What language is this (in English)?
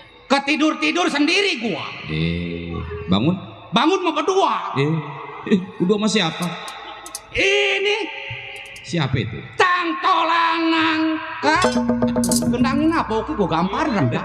Betawi